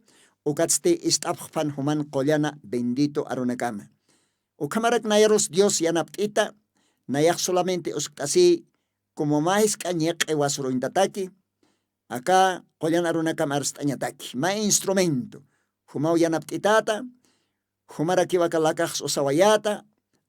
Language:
Aymara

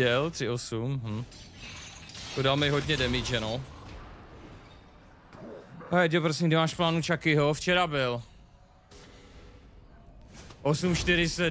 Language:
Czech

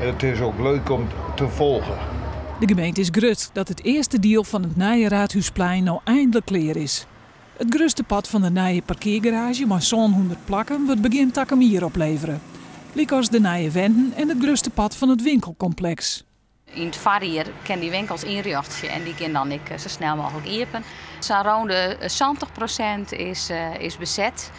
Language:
Western Frisian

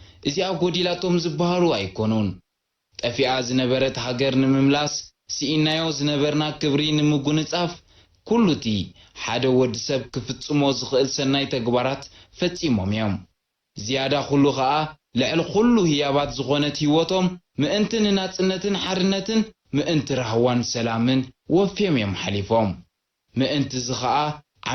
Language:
Tigrinya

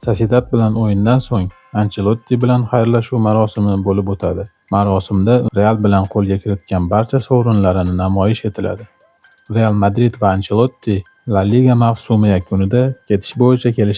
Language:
Uzbek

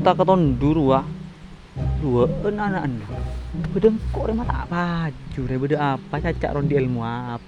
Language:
Madurese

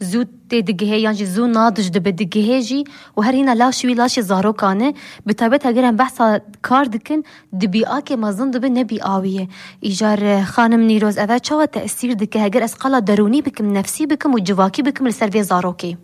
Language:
Kurdish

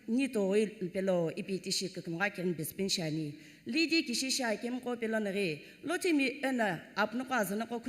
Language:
Sumi Naga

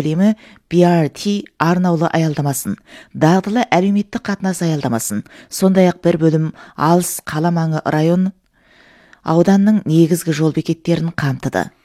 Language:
Kazakh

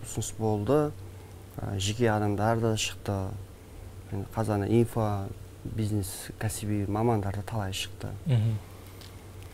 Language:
Kazakh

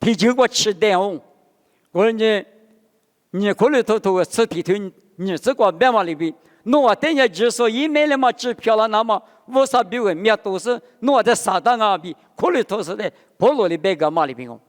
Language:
Lisu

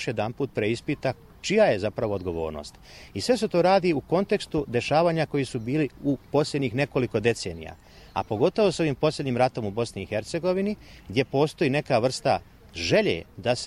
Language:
Bosnian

